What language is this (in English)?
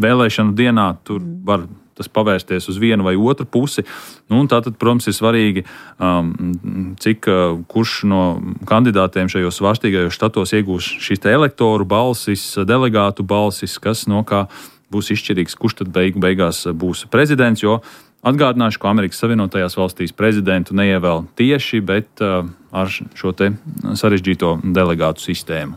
Latvian